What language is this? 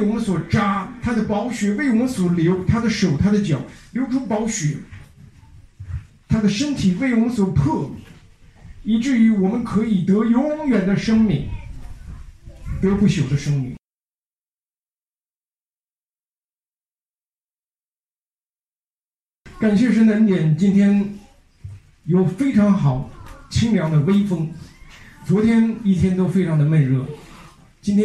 Chinese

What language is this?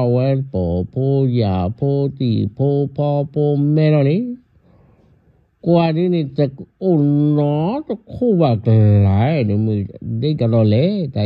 S'gaw Karen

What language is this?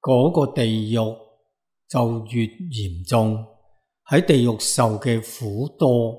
Cantonese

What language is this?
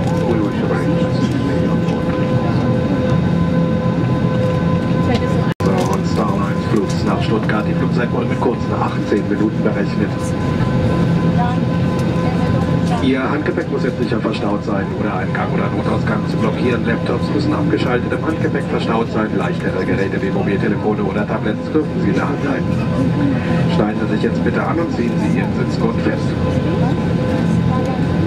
German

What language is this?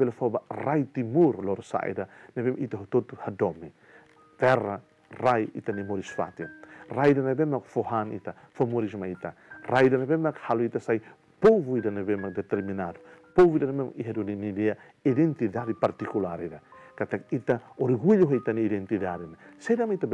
Tetum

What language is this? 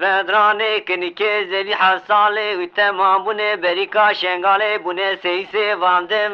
Zaza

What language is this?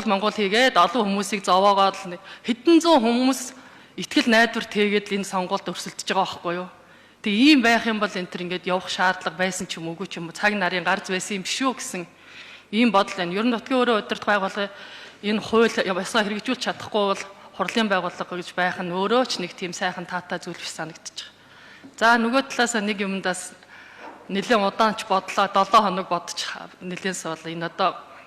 Mongolian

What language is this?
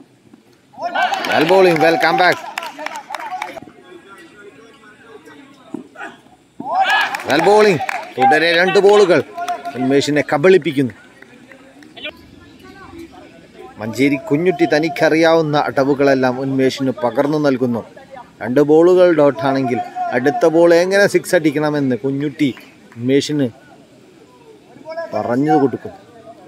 Malayalam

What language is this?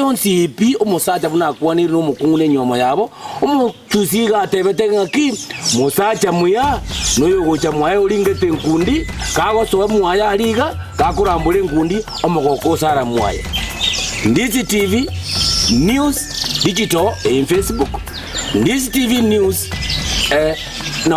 Gusii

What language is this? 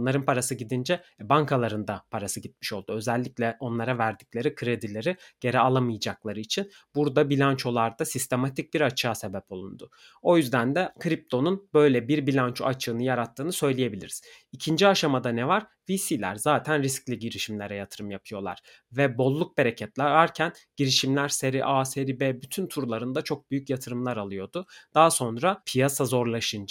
Turkish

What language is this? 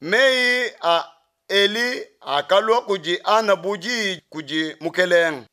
Luba-Lulua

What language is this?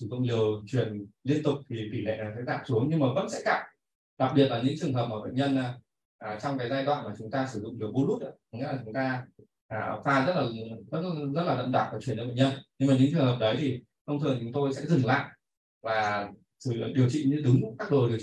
Vietnamese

